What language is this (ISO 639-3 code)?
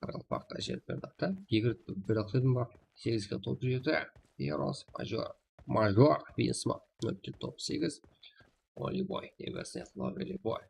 kaa